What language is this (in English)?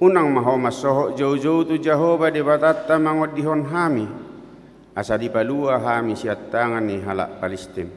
Batak Toba